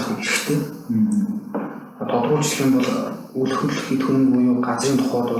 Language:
Mongolian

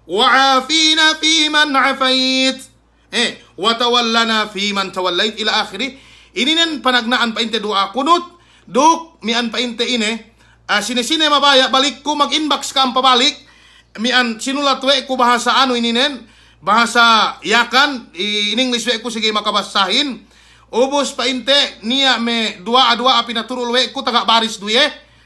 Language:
Yakan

